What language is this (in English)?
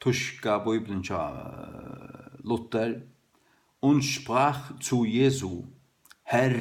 Faroese